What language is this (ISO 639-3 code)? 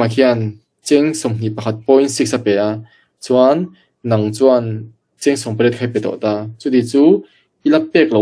lus